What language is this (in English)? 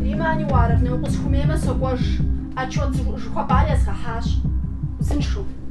Kabardian